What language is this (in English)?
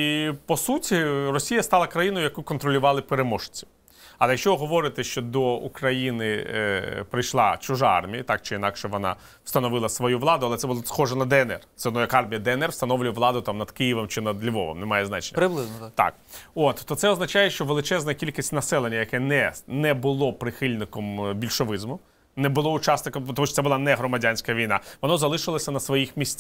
Ukrainian